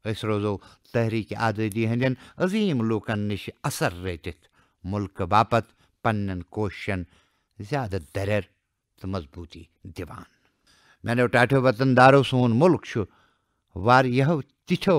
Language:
Kashmiri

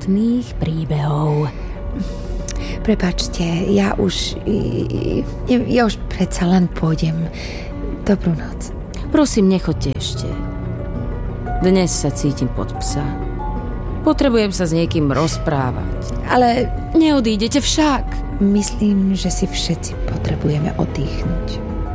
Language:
Slovak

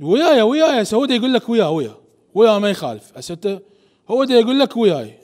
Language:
Mesopotamian Arabic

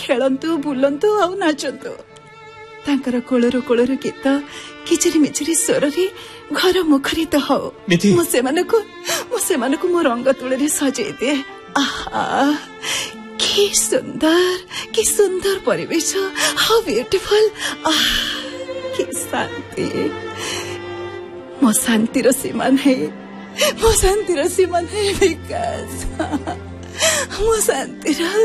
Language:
Odia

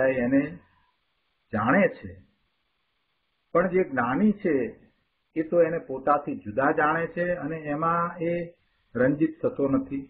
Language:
Gujarati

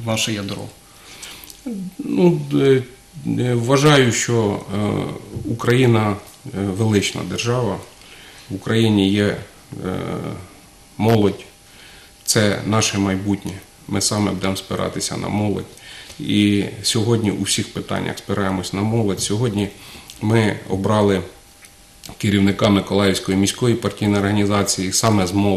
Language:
Ukrainian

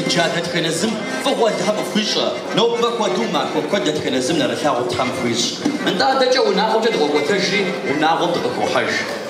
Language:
Kabardian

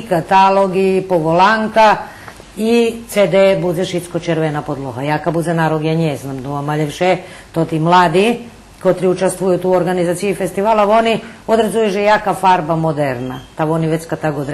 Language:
Rusyn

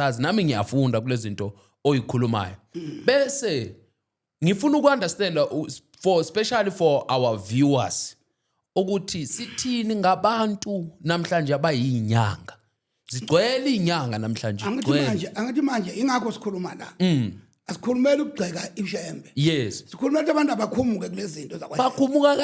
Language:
Zulu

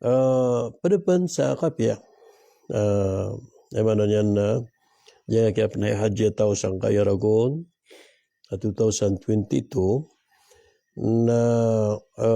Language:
Maranao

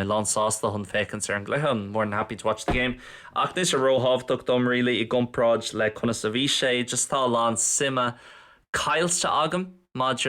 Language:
Irish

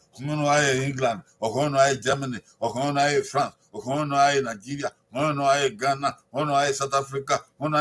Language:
Bini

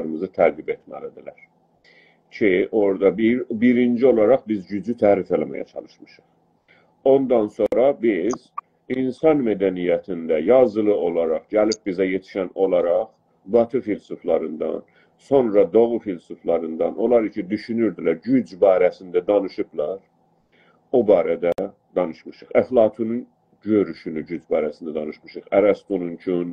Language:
South Azerbaijani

